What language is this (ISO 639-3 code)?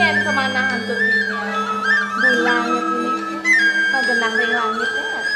ban